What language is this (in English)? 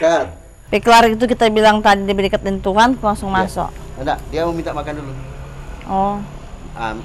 Manado Malay